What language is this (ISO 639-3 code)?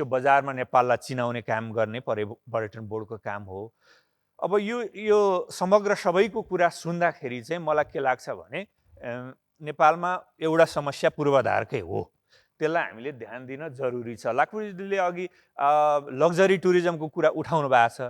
nep